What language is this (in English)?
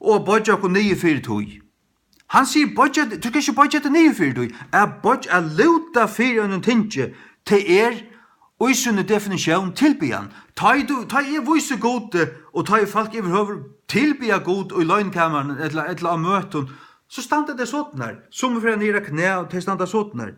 Faroese